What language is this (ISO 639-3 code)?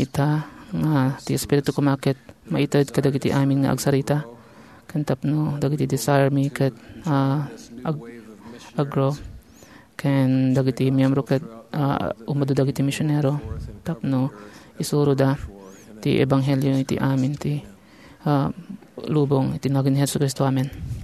ilo